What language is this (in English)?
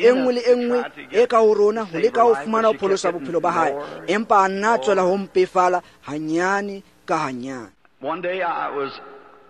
Tswana